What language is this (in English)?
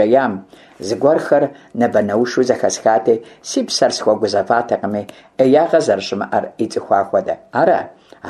Kabardian